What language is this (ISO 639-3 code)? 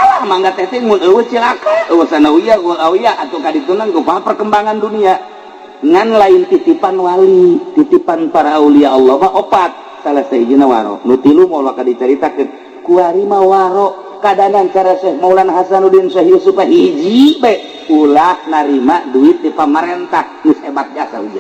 sun